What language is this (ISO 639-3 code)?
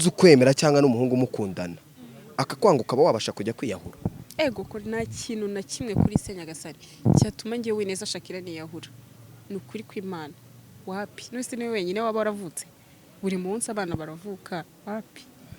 kin